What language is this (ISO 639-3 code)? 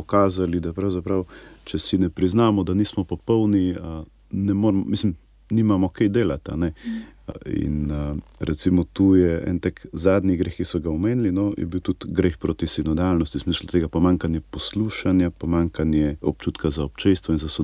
slv